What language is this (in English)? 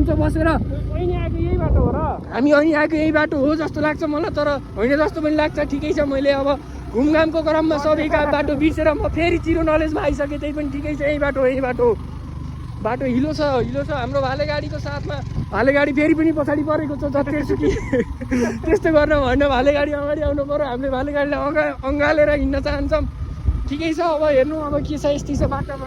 Nepali